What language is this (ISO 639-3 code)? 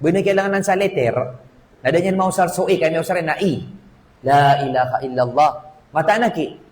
mrw